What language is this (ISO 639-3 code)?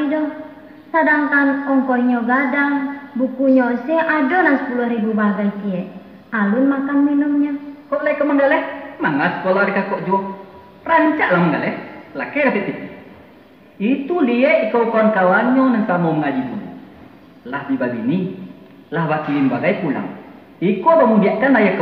min